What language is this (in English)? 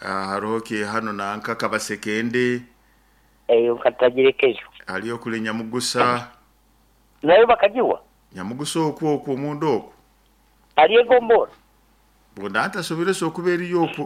Nyoro